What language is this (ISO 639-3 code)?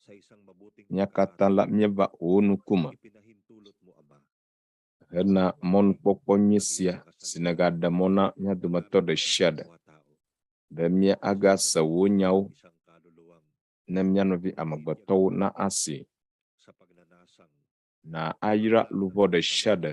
ewe